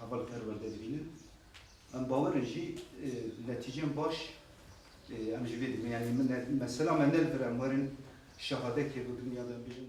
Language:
Kurdish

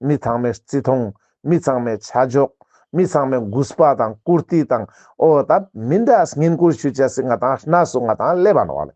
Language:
Ladakhi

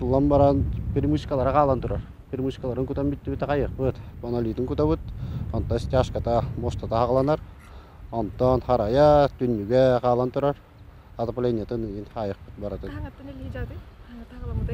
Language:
Yakut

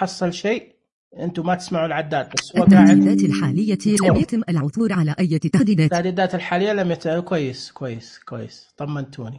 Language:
Najdi Arabic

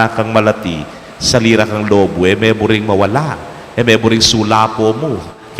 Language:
Pampanga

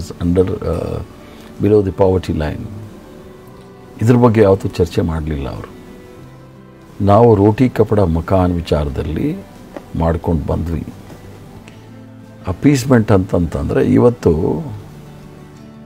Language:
Kannada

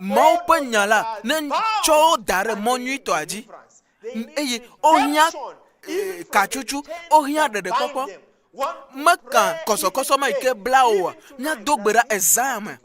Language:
Ewe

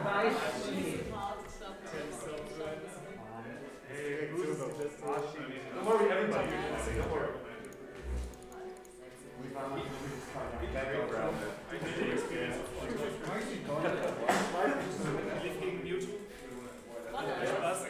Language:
German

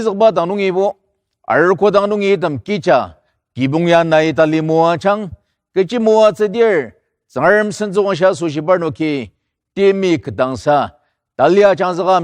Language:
Ao Naga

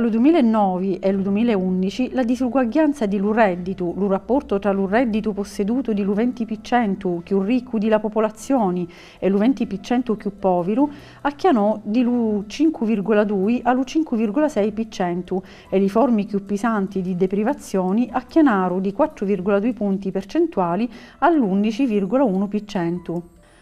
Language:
Sicilian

